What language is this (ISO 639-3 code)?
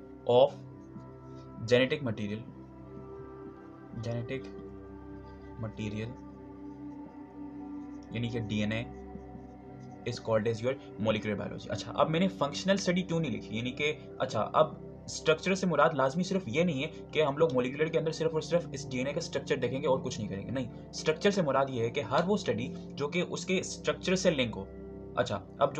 hin